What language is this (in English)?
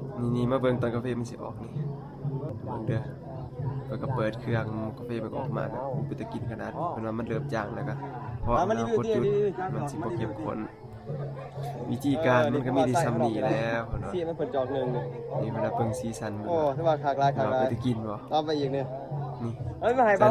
Lao